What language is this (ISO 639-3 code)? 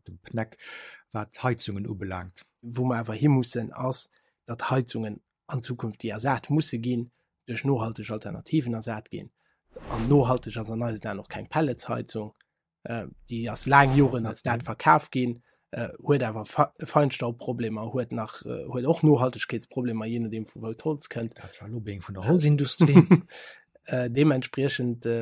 ltz